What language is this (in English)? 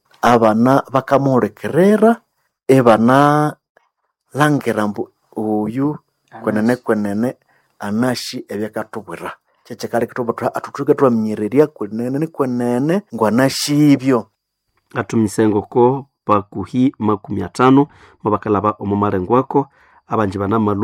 Nande